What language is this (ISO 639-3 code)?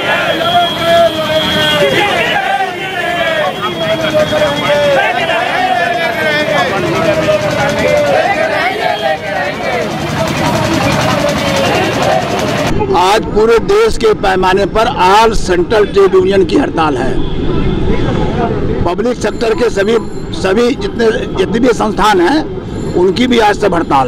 hin